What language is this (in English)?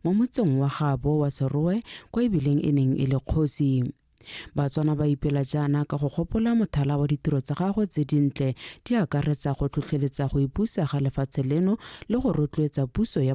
Tswana